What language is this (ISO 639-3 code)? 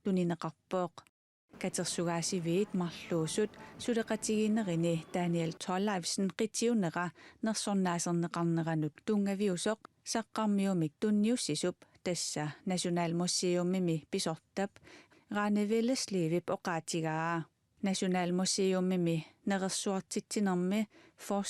kal